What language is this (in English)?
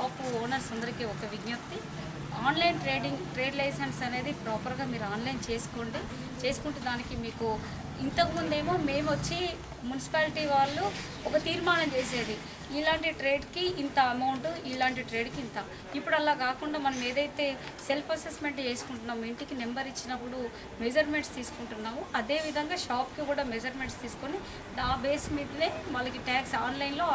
Telugu